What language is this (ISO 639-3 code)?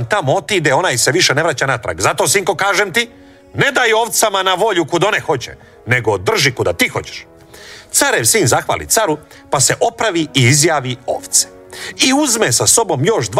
hrv